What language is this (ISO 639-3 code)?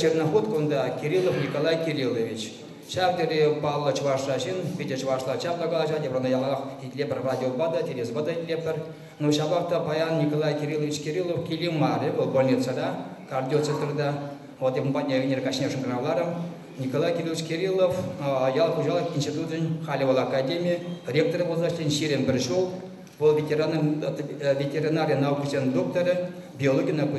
chv